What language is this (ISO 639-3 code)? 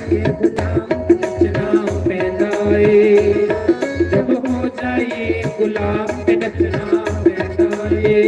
doi